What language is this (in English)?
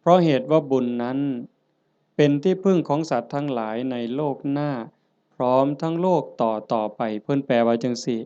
Northeastern Thai